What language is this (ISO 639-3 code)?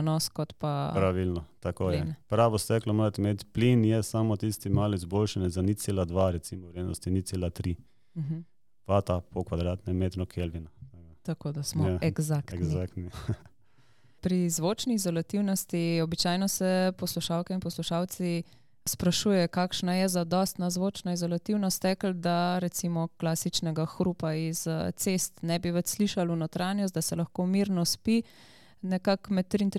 slv